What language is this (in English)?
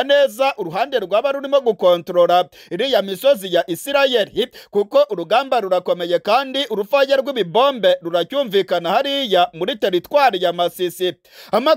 Kinyarwanda